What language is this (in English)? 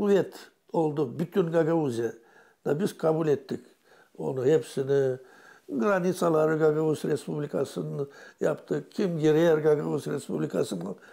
Gagauz